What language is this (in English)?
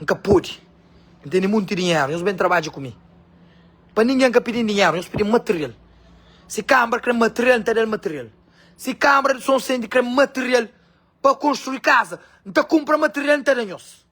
Kabuverdianu